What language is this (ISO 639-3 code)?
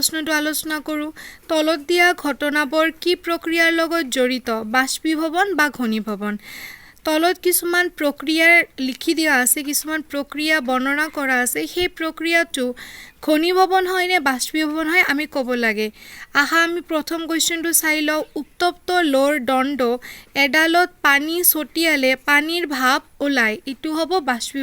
asm